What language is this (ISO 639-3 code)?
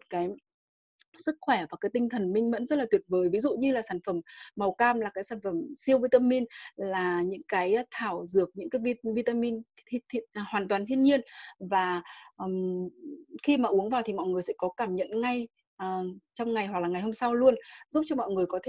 vie